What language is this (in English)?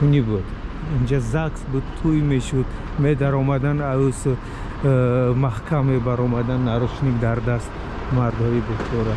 Tajik